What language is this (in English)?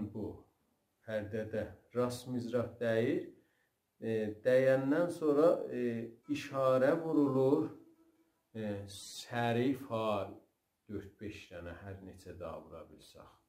South Azerbaijani